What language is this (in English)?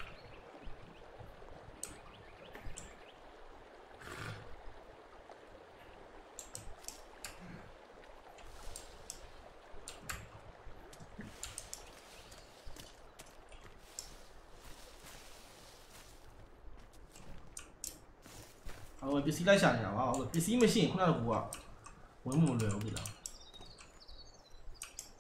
Burmese